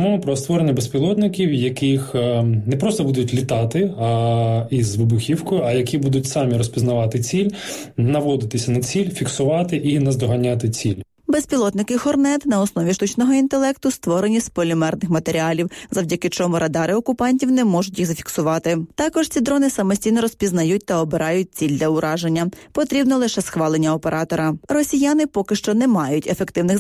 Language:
Ukrainian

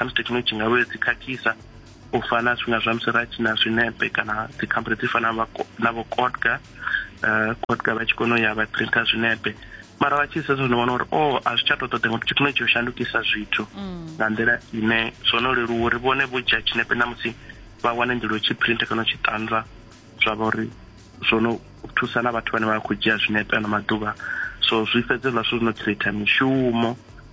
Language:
Venda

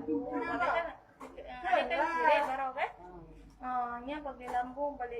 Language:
Achinese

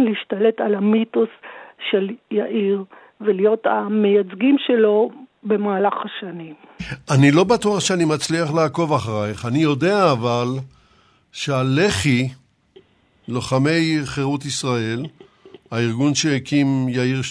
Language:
Hebrew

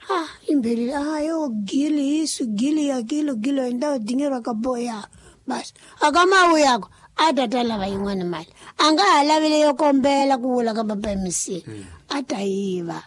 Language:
Tsonga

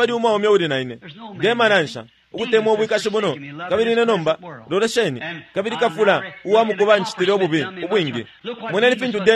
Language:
Bemba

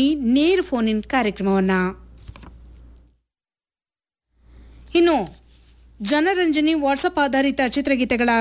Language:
Kannada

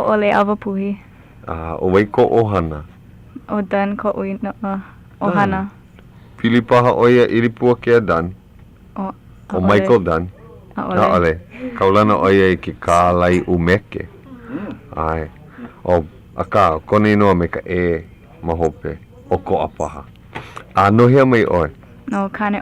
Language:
Hawaiian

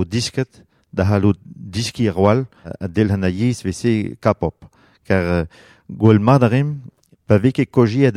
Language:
Breton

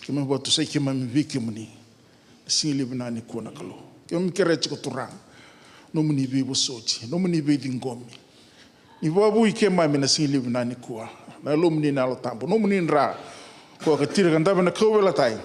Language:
Fijian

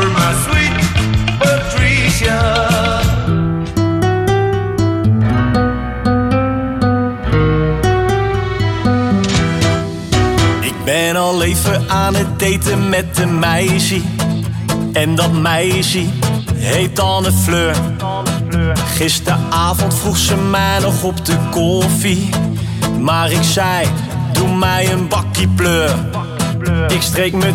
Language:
Dutch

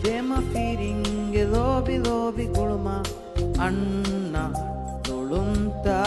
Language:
Divehi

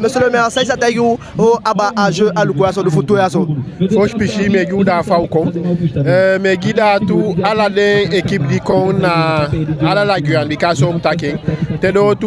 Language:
Eastern Maroon Creole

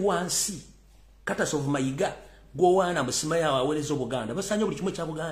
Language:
Ganda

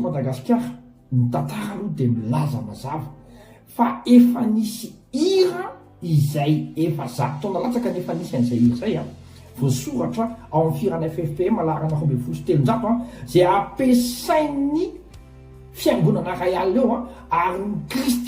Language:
Malagasy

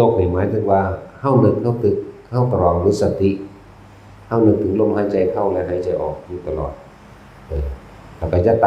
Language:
Northeastern Thai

